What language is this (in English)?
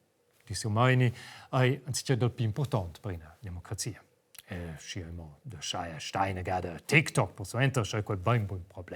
Romansh